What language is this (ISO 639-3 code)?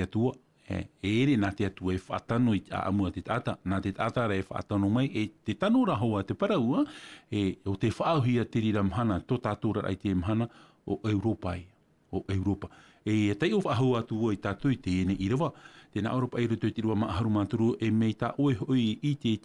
tah